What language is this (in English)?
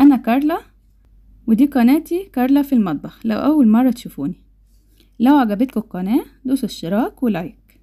Egyptian Arabic